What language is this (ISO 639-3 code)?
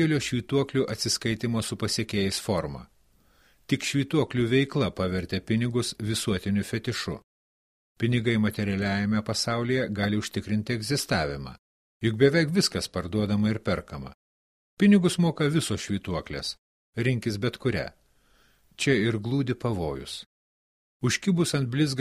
lit